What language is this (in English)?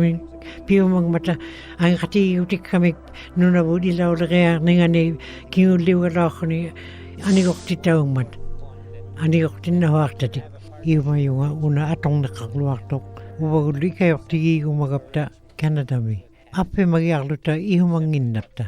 Western Canadian Inuktitut